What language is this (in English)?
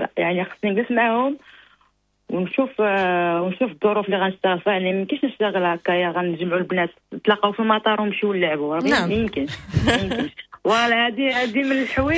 Moroccan Arabic